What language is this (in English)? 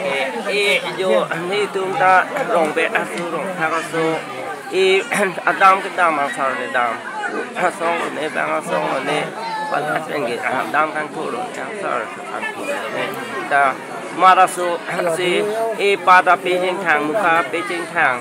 Karbi